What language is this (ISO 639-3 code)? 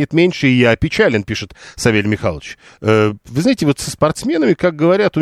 rus